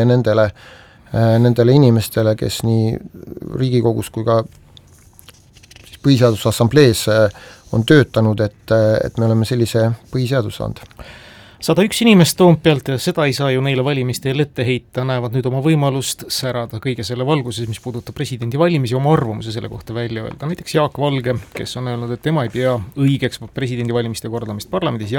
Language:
Estonian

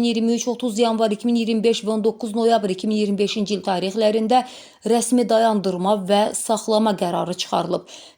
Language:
Azerbaijani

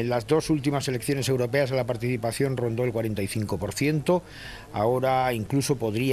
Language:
Spanish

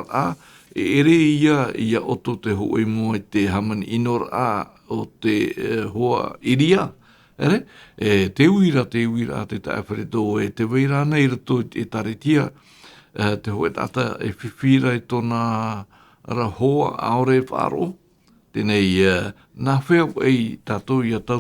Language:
Tahitian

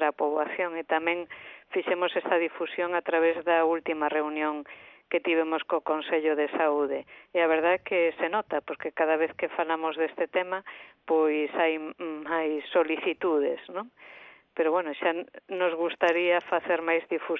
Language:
Galician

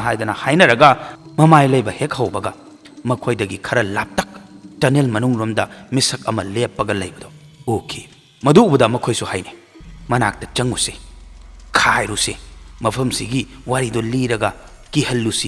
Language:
Manipuri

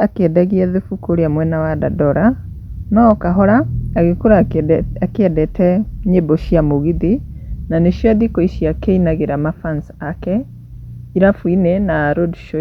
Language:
Kikuyu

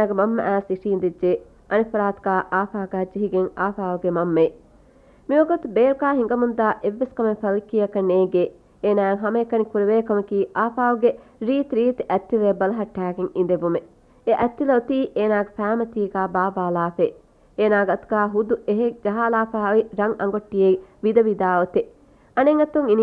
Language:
Divehi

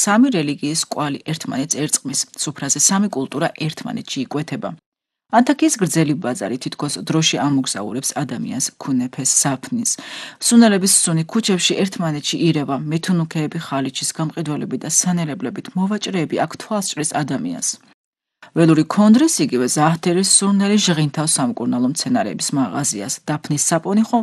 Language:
Georgian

